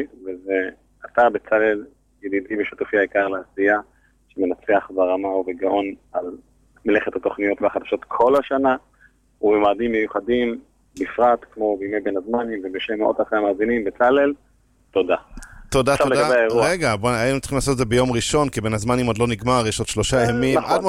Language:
Hebrew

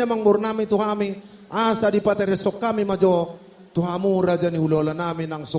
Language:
Batak Toba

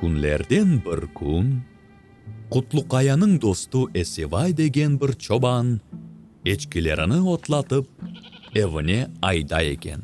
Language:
Crimean Tatar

